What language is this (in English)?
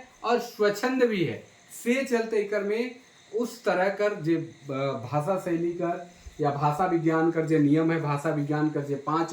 Sadri